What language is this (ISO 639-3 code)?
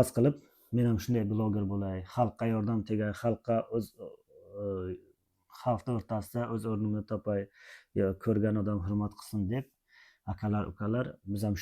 uzb